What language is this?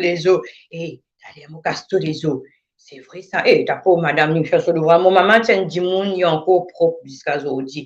Morisyen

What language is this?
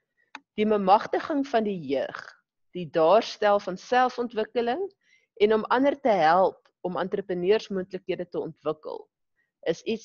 Afrikaans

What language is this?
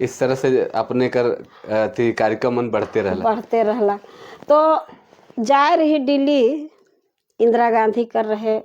Sadri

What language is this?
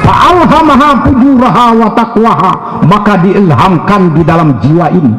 Sasak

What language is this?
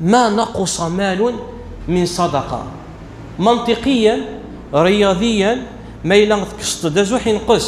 Kabyle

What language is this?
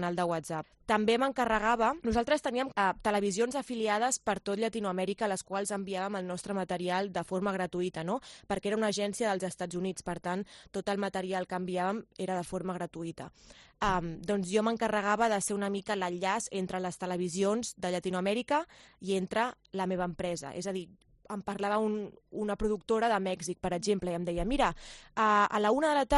Catalan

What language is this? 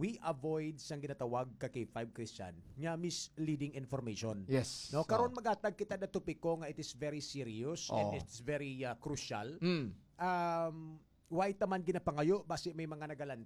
Hiligaynon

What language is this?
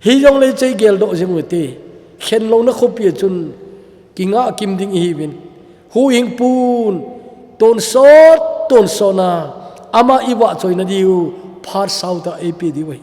Thado Chin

